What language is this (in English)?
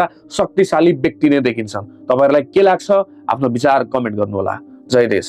Nepali